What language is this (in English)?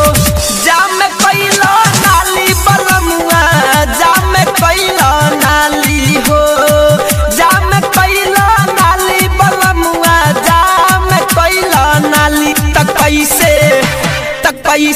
Bhojpuri